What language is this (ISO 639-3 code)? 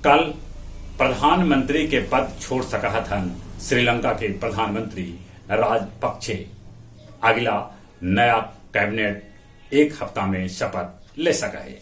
mag